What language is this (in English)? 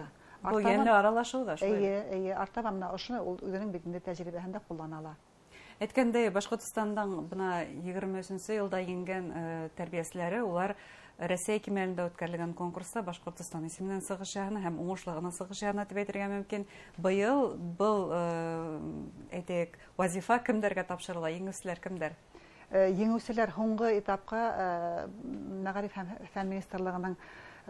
Bashkir